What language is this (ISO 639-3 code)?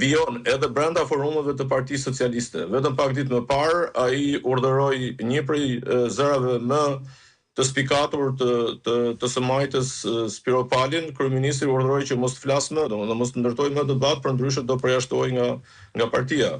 sqi